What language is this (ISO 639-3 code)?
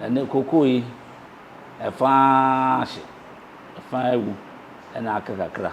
aka